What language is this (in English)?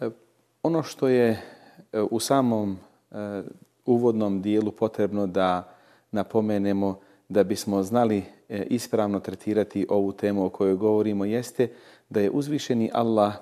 Bosnian